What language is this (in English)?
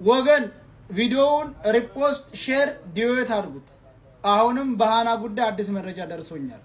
Amharic